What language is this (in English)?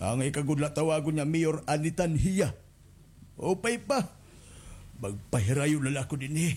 Waray